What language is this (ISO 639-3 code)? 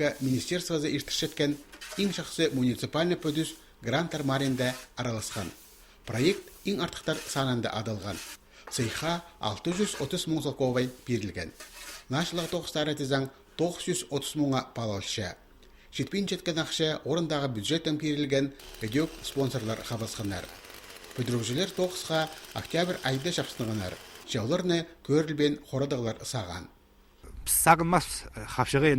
kjh